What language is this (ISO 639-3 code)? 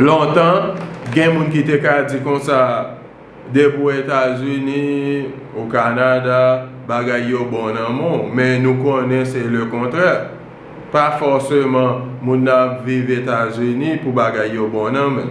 hat